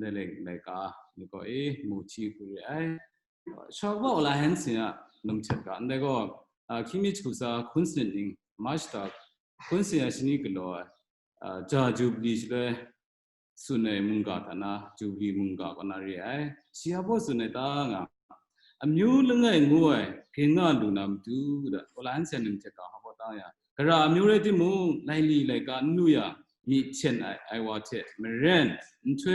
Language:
Kachin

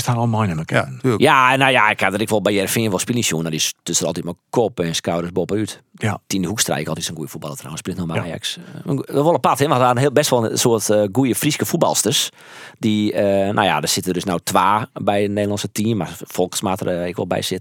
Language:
Western Frisian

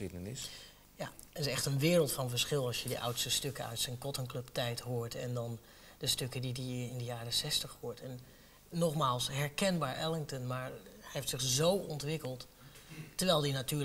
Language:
Dutch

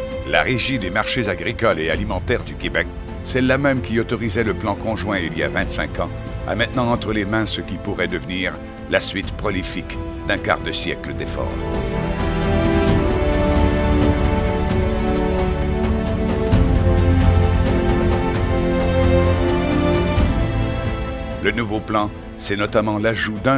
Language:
French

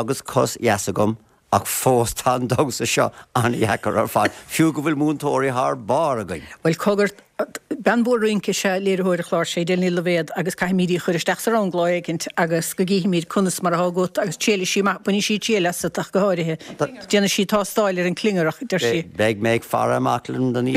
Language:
Irish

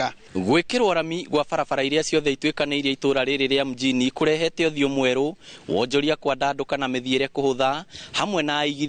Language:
Kikuyu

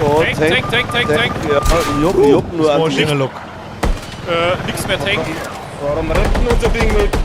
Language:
Bavarian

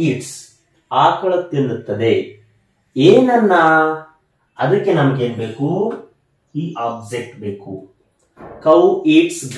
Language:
Kannada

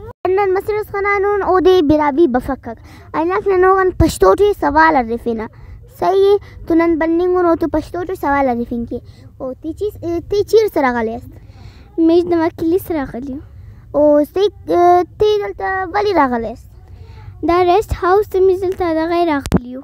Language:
Brahui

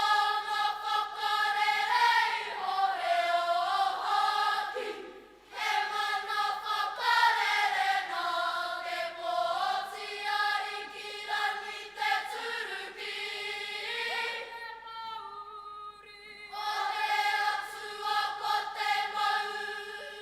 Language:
Māori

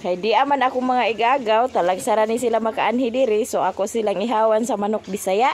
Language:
Cebuano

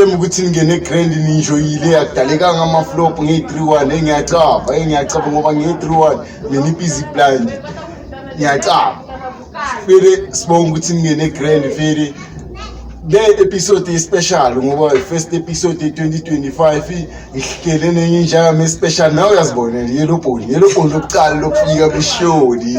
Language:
Zulu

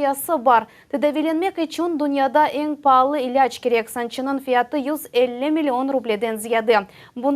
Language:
Crimean Tatar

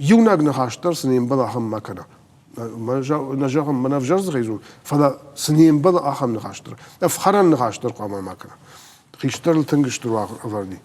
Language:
Ossetic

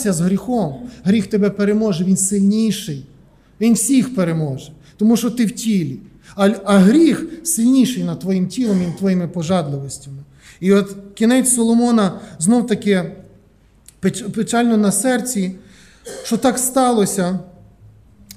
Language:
Ukrainian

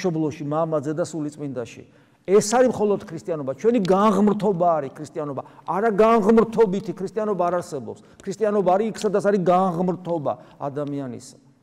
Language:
Georgian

